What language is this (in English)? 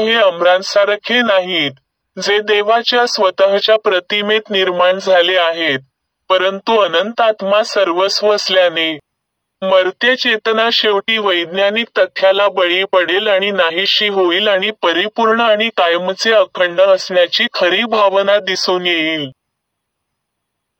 Marathi